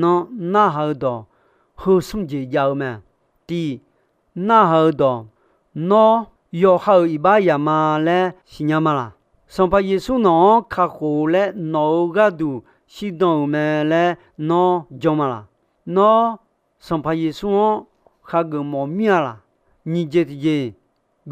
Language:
Akha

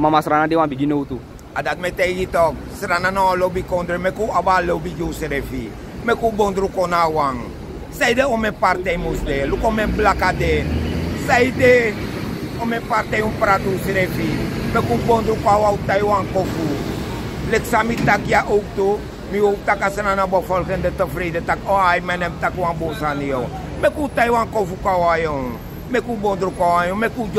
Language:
Sranan Tongo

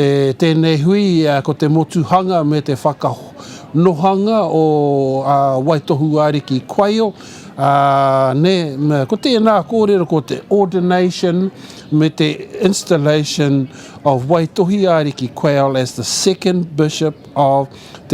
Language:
Māori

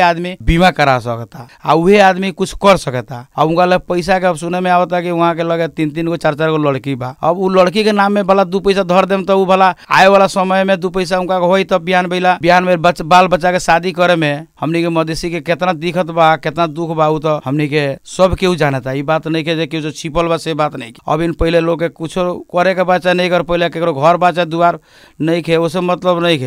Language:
Bhojpuri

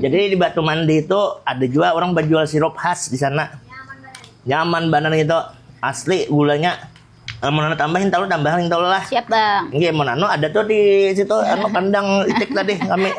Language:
Banjar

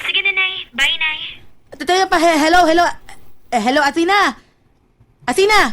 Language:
Cebuano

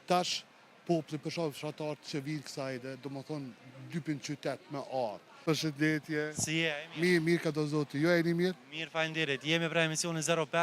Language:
Albanian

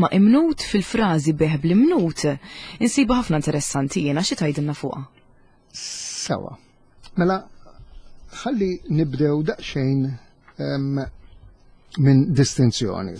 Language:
Maltese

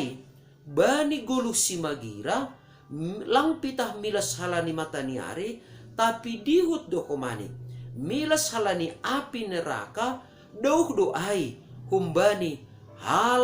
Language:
Batak Simalungun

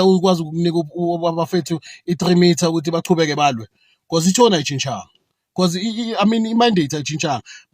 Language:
Zulu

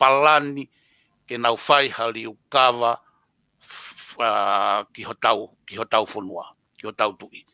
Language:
Tongan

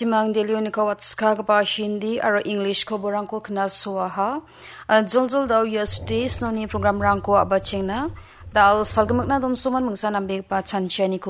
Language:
Garo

